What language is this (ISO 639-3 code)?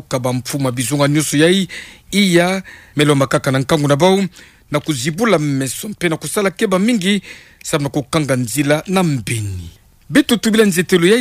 ktu